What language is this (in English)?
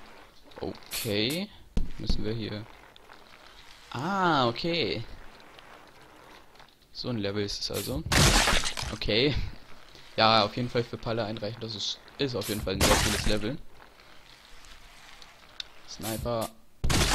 German